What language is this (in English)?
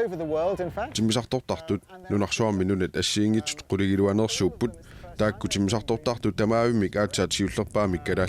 Kalaallisut